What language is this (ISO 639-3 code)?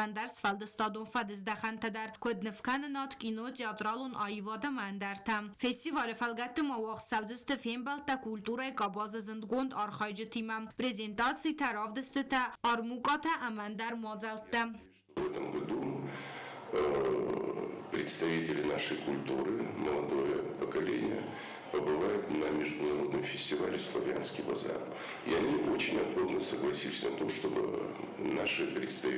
oss